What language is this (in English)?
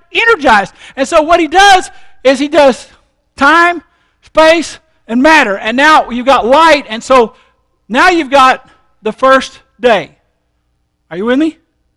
English